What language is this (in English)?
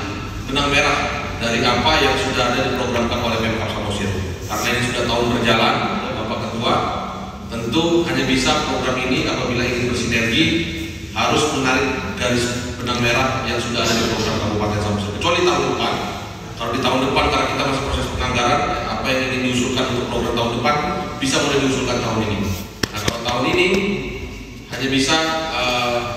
Indonesian